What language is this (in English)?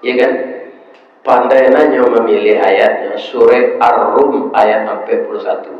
Minangkabau